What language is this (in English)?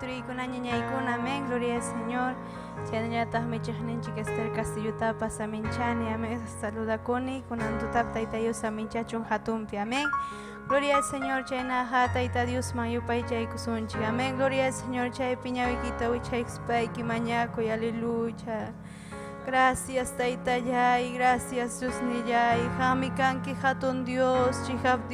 Ayacucho Quechua